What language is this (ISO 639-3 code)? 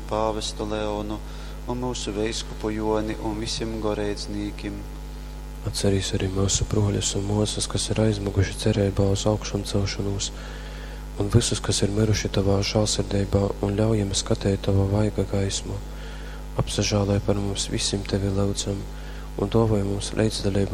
ltg